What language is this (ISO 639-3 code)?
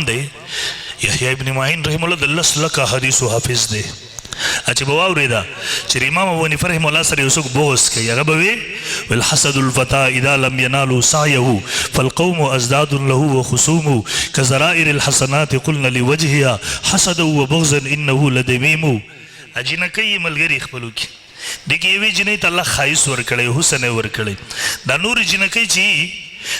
pus